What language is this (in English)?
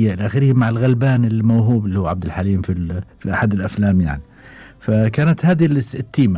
Gulf Arabic